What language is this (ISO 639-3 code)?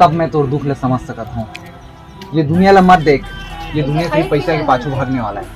hne